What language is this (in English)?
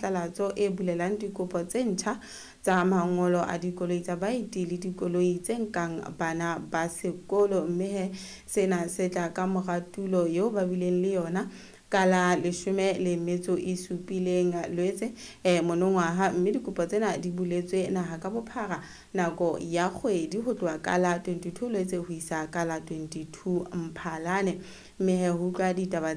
Southern Sotho